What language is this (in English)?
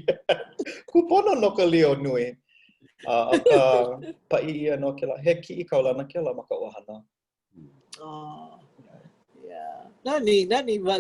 Hawaiian